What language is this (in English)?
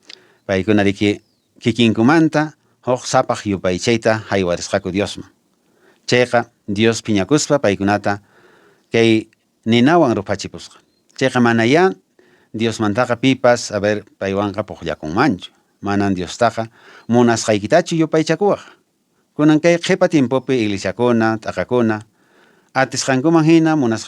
Quechua